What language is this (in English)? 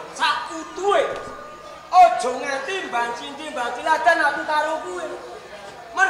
Javanese